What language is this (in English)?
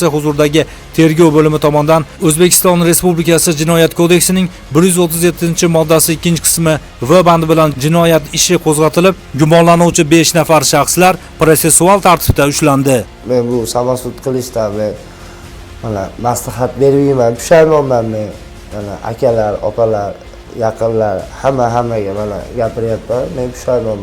Uzbek